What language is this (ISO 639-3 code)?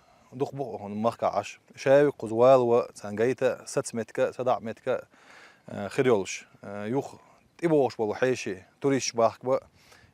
che